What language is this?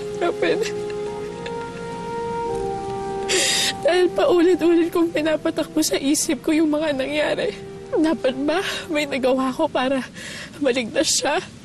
Filipino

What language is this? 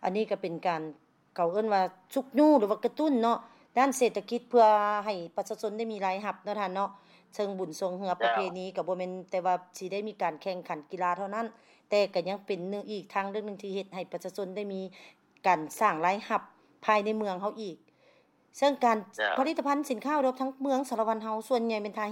Lao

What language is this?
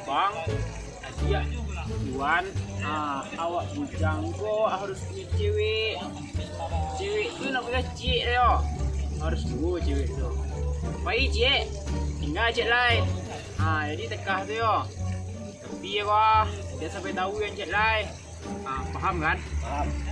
Minangkabau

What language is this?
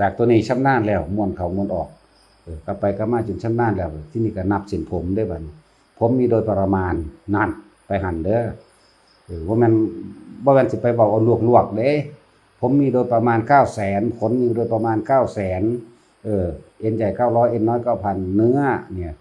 Northeastern Thai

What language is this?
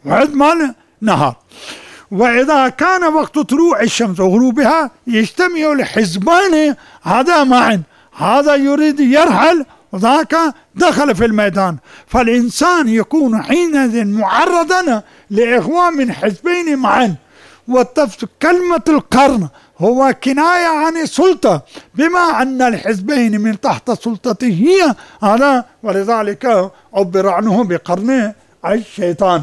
Arabic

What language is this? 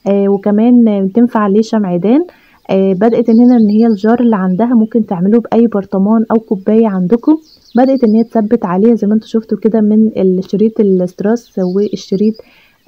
Egyptian Arabic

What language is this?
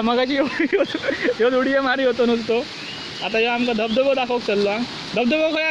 Konkani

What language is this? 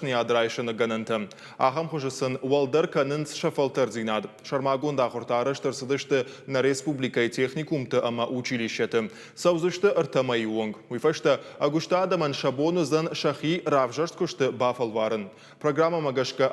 Ossetic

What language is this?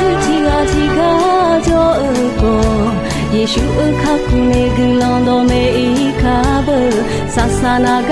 Akha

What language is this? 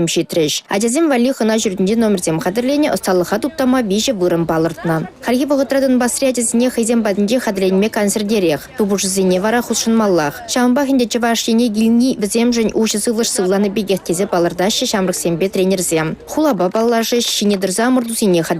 Chuvash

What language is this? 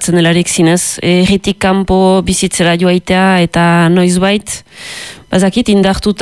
Basque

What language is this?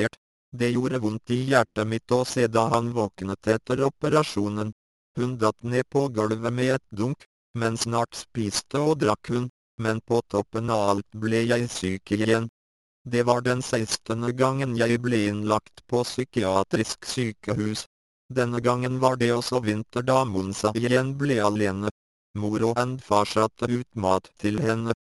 Norwegian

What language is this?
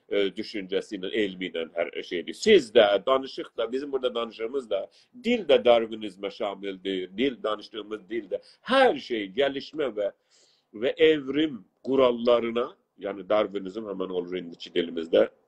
South Azerbaijani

